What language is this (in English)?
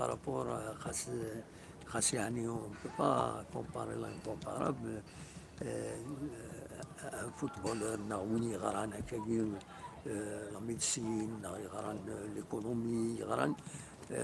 Kabyle